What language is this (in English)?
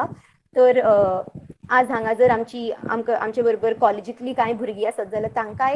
Konkani